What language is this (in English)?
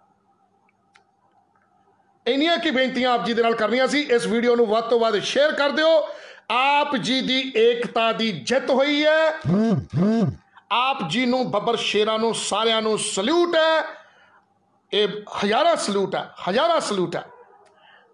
Punjabi